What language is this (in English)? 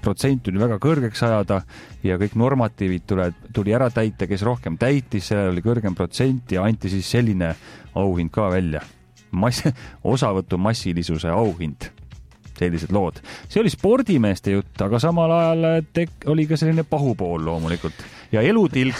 Estonian